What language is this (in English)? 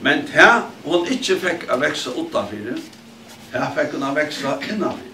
Faroese